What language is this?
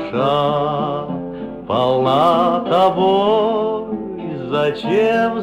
Russian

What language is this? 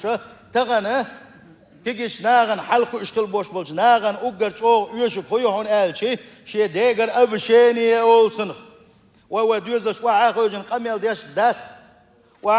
Chechen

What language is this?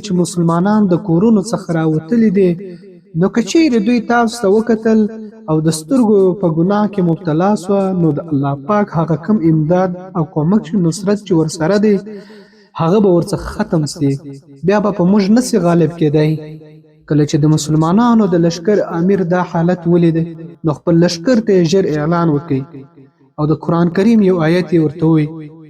Pashto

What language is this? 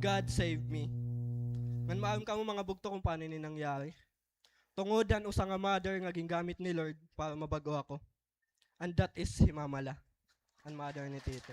Waray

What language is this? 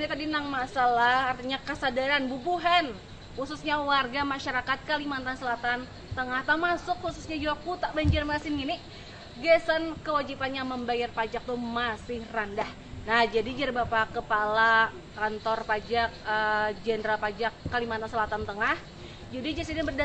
Banjar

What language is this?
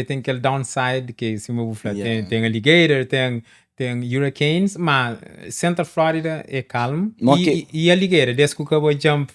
Kabuverdianu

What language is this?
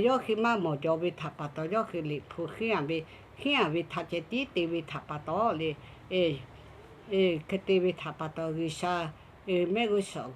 Lahu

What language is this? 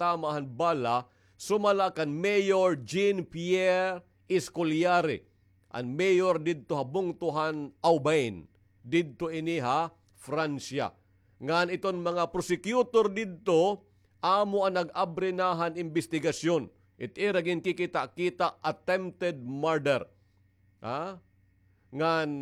Waray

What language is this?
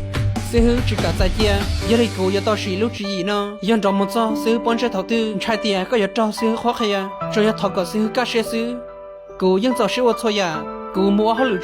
Hmong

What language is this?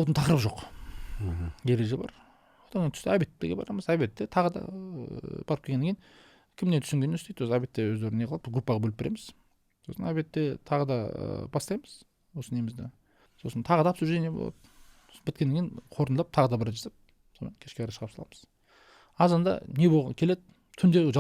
Kazakh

